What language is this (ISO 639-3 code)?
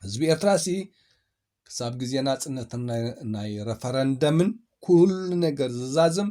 tir